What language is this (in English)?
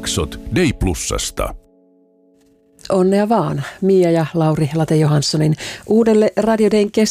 Finnish